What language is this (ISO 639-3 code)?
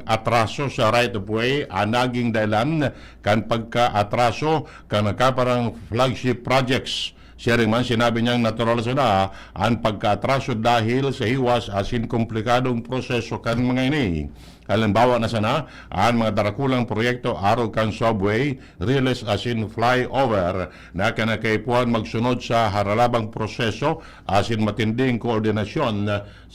bik